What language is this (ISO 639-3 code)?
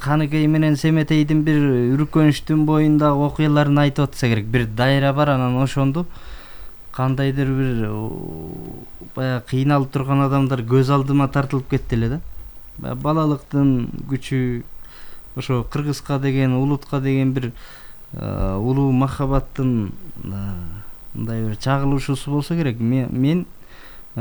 kir